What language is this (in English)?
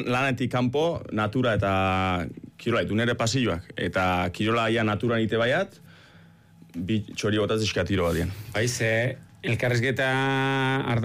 Basque